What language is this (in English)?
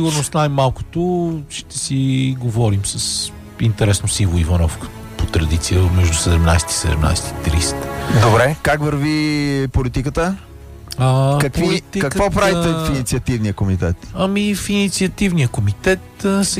Bulgarian